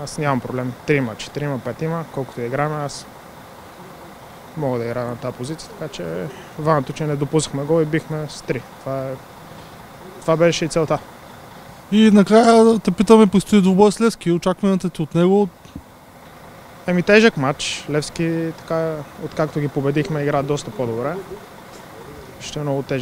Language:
Bulgarian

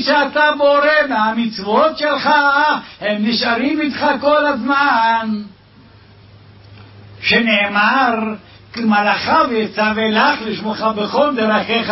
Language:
Hebrew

